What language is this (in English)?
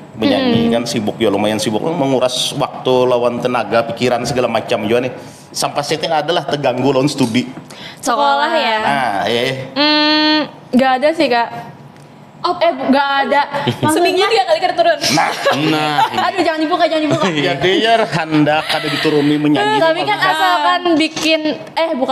Banjar